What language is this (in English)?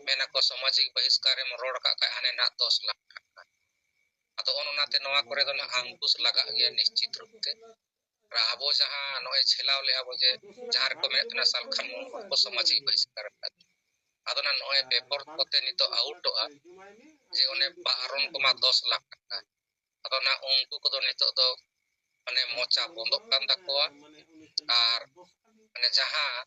Santali